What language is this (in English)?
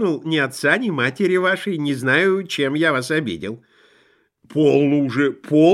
Russian